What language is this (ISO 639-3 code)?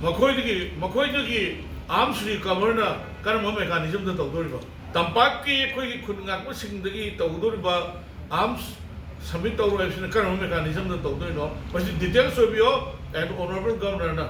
mni